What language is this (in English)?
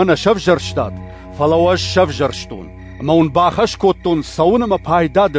Ossetic